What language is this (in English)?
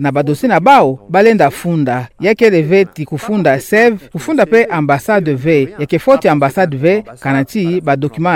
Kituba (Democratic Republic of Congo)